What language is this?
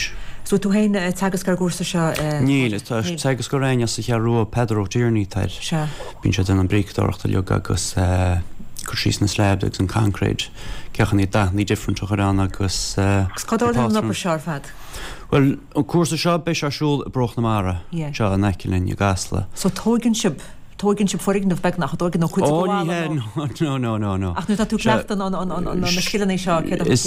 Irish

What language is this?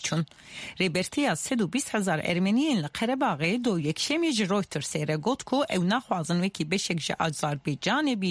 Kurdish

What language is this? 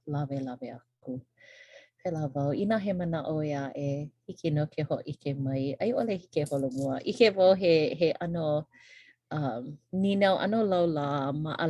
Hawaiian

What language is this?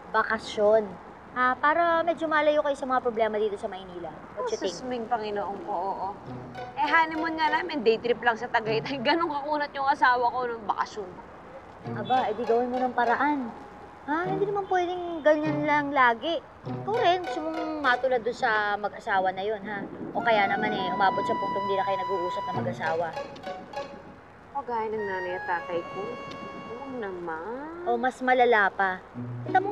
Filipino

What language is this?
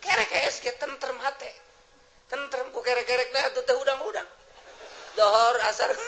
Sundanese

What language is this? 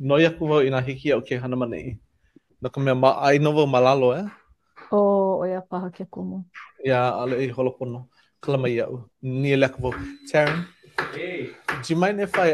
Hawaiian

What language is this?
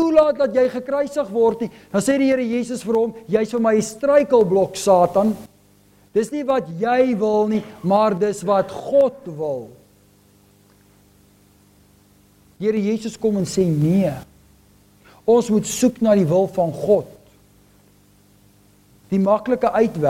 Afrikaans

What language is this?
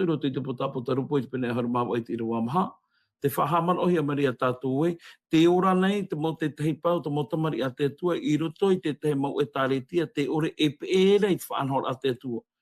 Tahitian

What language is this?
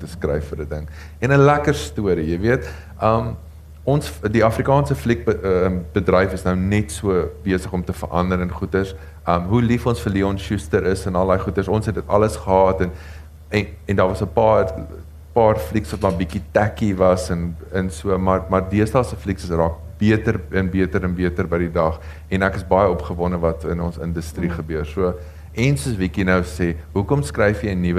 Afrikaans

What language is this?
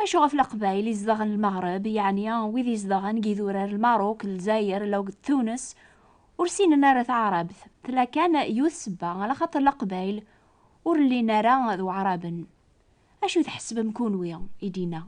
Kabyle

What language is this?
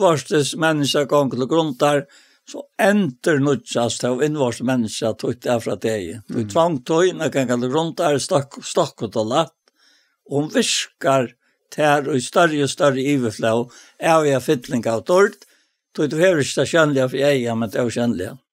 Faroese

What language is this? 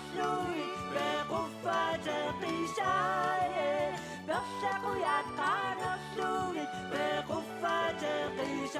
Kalaallisut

